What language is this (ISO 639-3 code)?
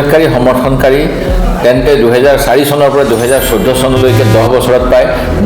asm